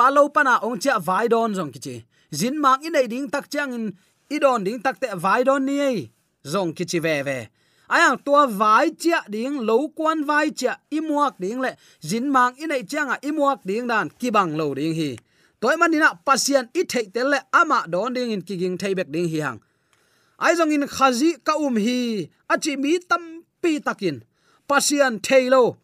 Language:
Tedim Chin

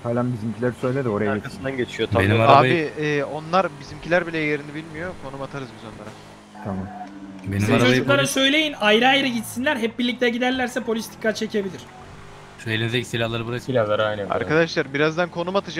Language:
Turkish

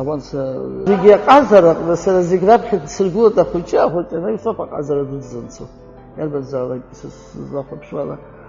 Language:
Abkhazian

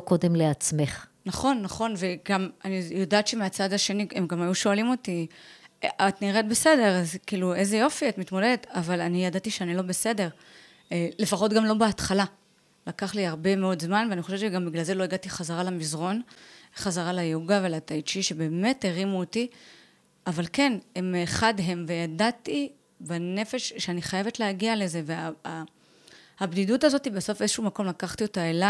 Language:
Hebrew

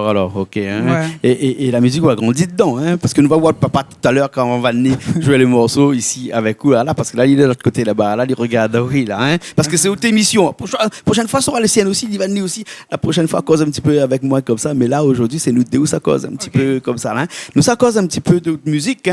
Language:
Réunion Creole French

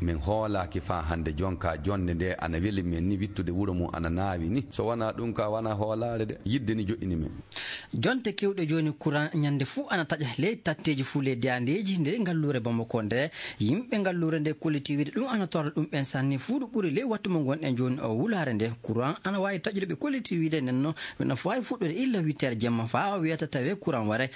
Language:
Maasina Fulfulde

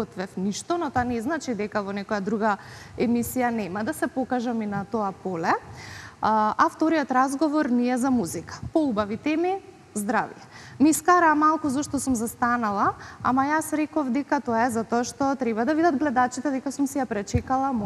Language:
Macedonian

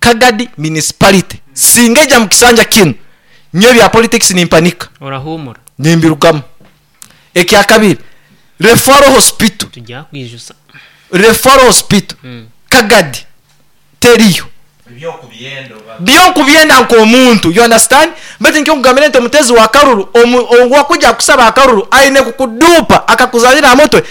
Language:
Nyoro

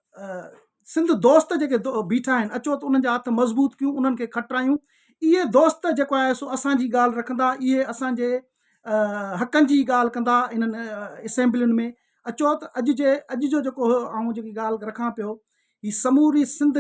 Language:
Sindhi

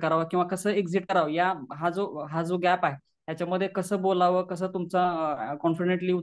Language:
Marathi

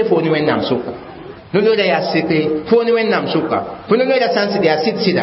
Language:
Mossi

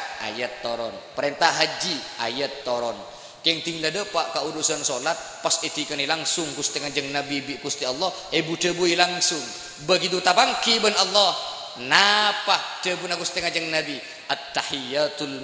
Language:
Madurese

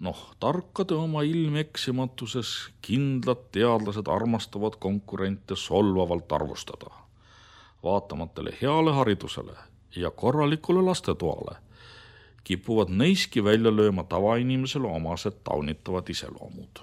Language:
Estonian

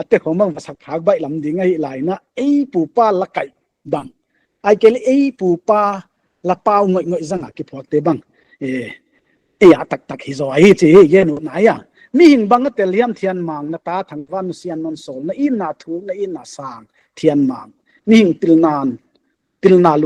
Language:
Paite Chin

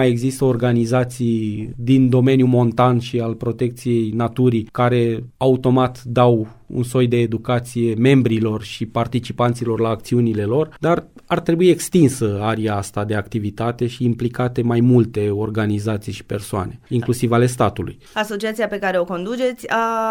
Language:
Romanian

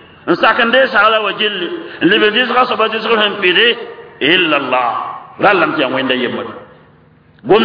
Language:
Mossi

